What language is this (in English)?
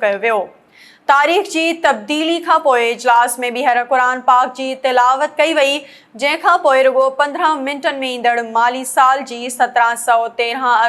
Sindhi